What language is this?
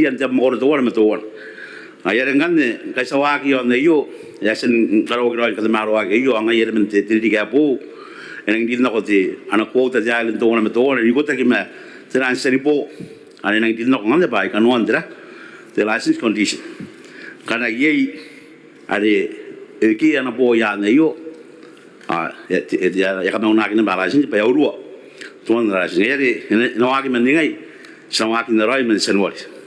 Gilbertese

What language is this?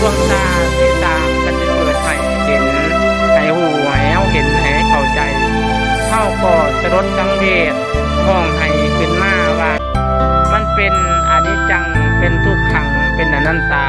Northeastern Thai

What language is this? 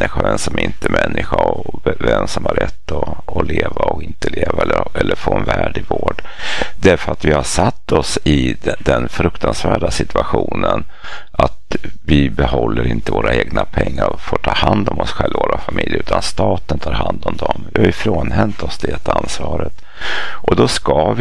Swedish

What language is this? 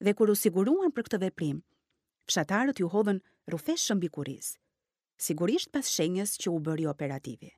Albanian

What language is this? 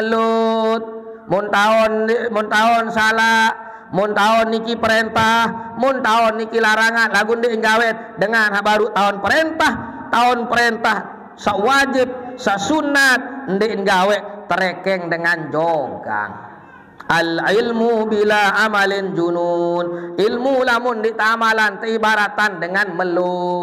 Sasak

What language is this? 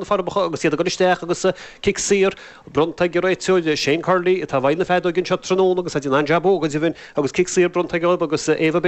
Irish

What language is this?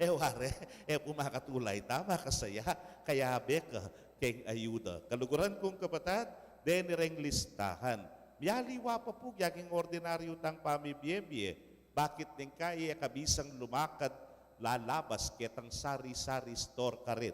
Pampanga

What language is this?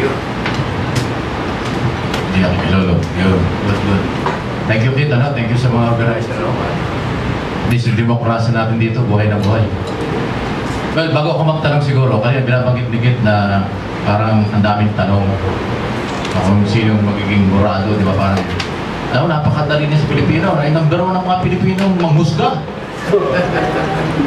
Filipino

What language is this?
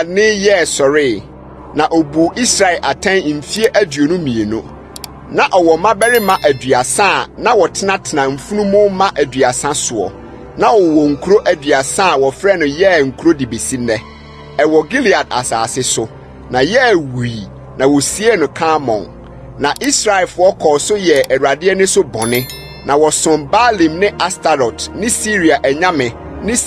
Akan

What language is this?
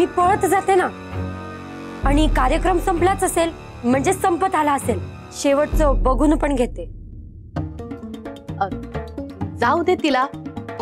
Marathi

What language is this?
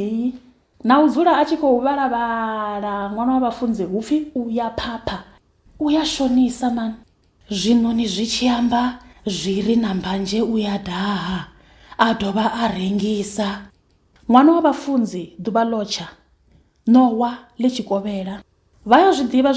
Venda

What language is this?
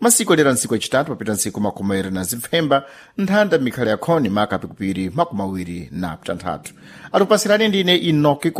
Sena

